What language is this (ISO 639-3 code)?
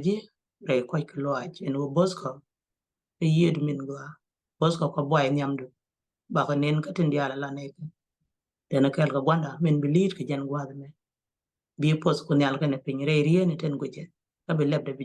nus